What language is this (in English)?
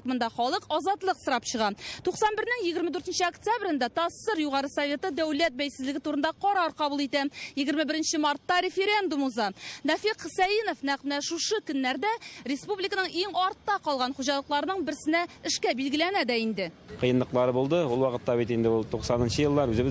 Tatar